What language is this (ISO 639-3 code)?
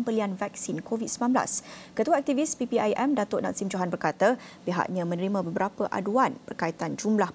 msa